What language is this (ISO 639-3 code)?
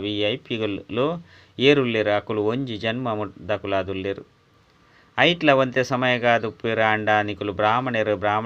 tcy